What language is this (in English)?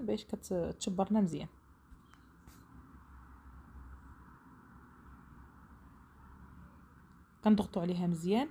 Moroccan Arabic